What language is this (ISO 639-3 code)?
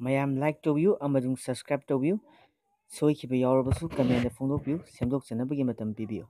mni